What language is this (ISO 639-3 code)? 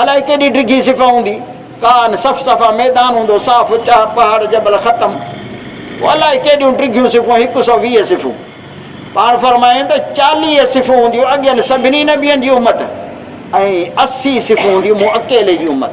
snd